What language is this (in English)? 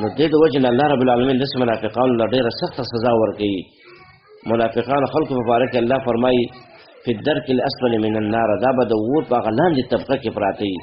Pashto